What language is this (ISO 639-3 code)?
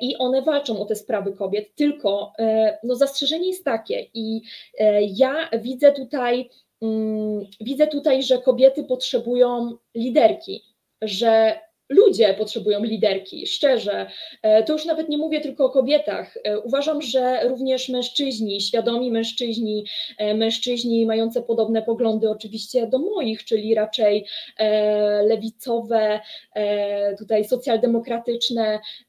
pol